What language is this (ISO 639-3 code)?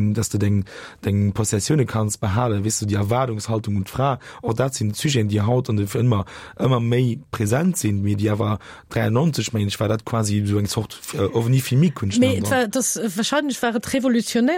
ltz